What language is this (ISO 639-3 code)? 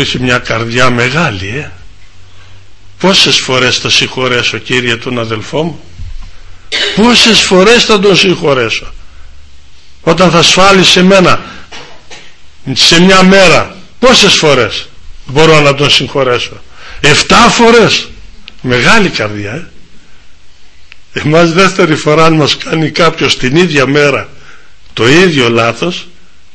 ell